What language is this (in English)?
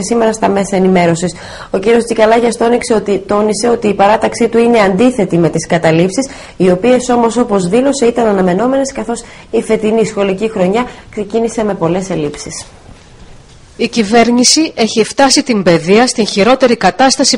Greek